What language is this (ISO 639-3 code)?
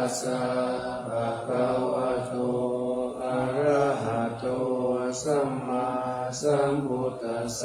pli